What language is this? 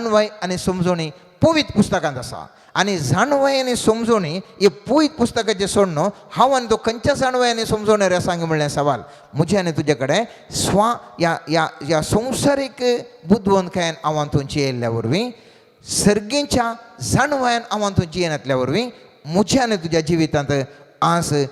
Konkani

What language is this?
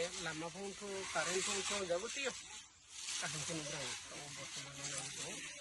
Riang (India)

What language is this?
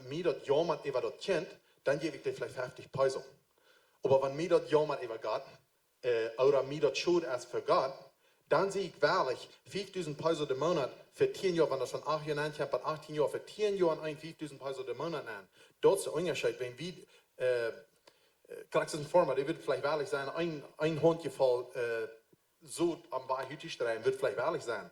Plautdietsch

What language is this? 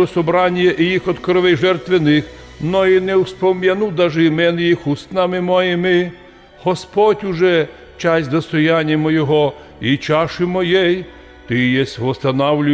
Rusyn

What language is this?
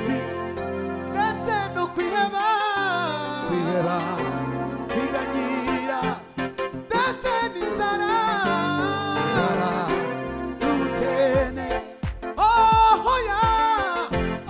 Kinyarwanda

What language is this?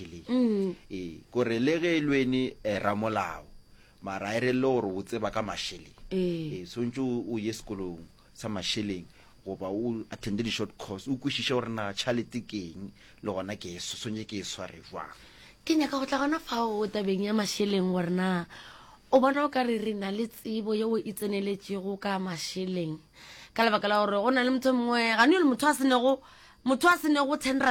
Northern Sotho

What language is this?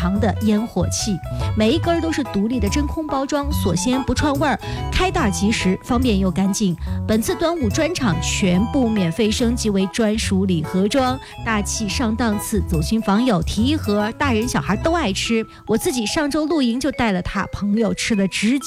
Chinese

